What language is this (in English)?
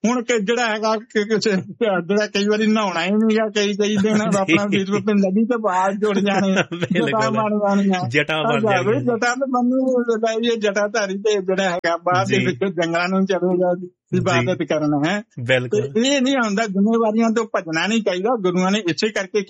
Punjabi